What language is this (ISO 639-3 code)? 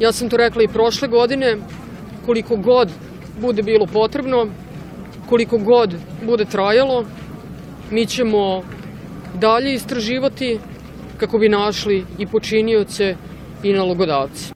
srp